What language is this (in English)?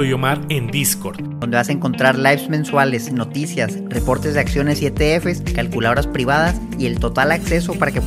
Spanish